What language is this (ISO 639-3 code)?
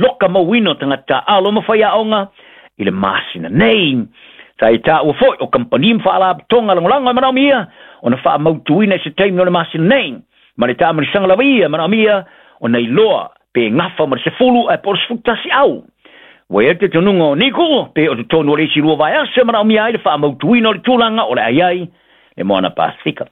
smo